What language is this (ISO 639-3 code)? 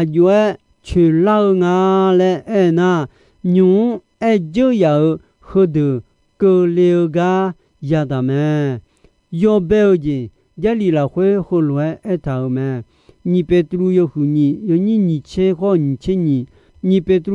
ahk